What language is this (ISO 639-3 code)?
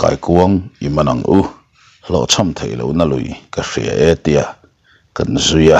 lus